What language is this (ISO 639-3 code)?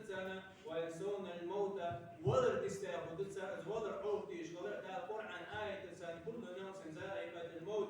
inh